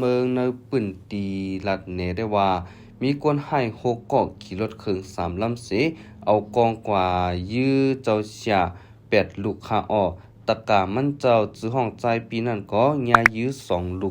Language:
Shan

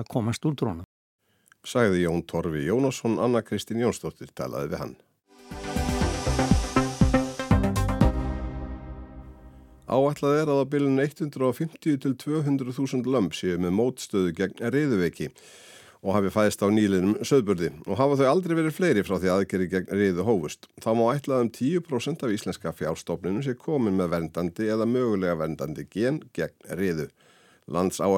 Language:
Icelandic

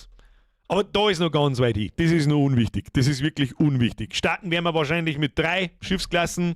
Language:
Bavarian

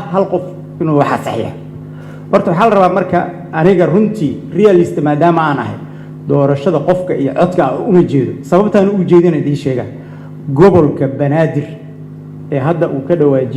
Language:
Somali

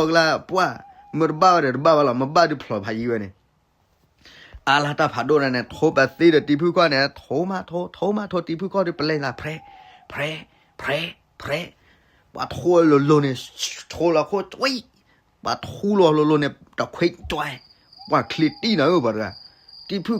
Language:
S'gaw Karen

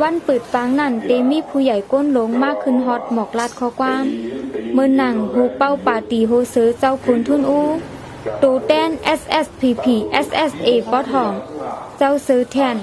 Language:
Shan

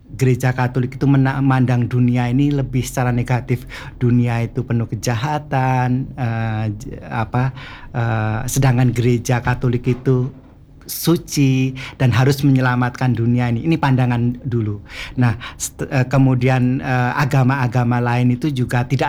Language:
Indonesian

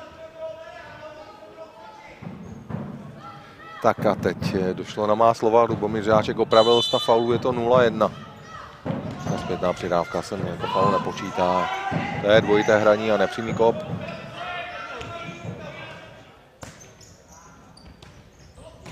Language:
Czech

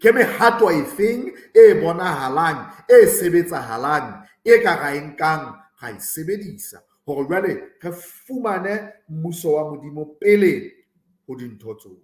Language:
Southern Sotho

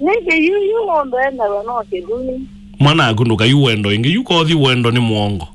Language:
Kamba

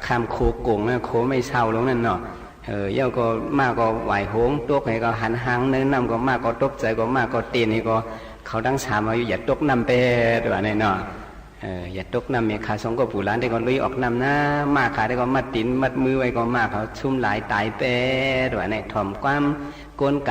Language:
Shan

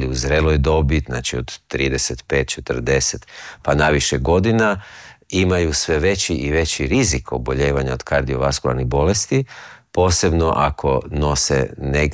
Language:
Croatian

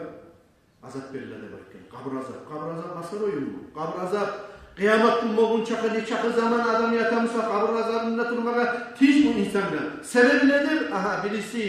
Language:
Kumyk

